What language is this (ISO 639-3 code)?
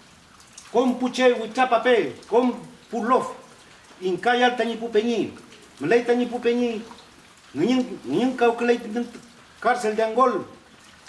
arn